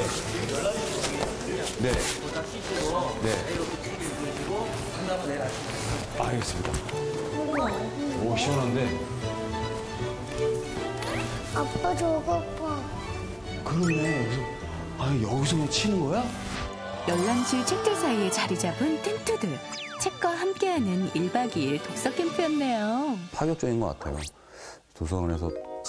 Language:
Korean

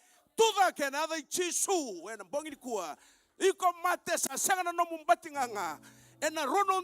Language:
Fijian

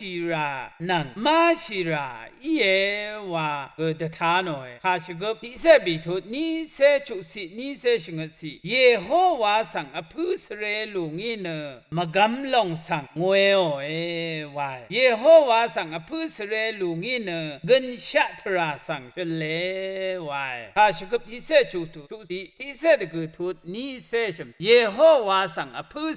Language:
Rawang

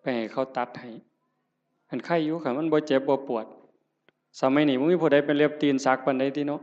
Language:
Northeastern Thai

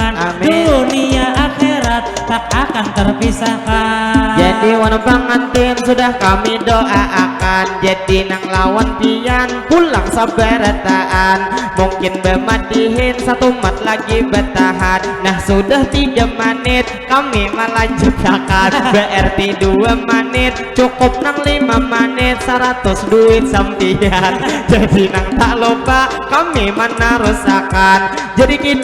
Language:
Banjar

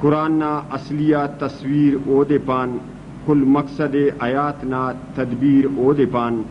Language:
Brahui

